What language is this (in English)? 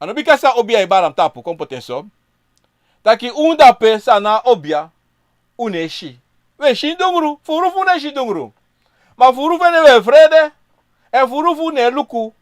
Sranan Tongo